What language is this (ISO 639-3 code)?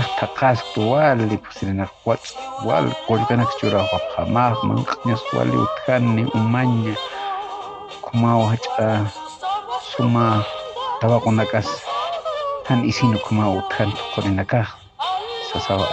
aym